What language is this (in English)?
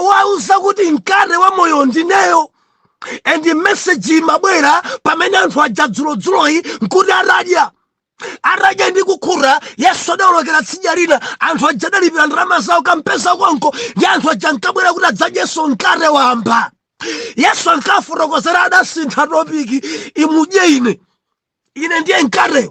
Nyanja